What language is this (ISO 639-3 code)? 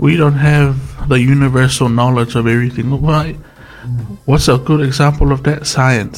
smo